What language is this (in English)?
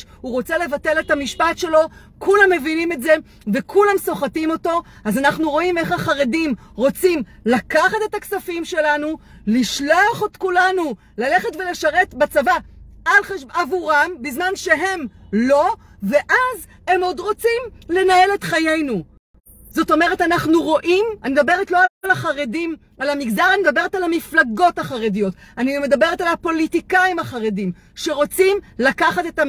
Hebrew